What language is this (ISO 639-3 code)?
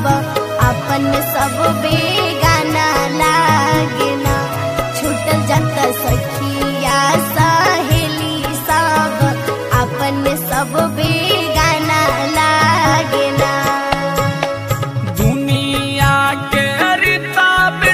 bho